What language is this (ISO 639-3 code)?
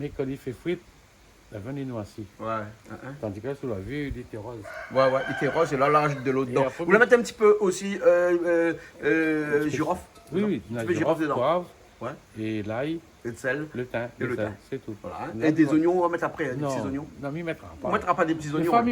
rcf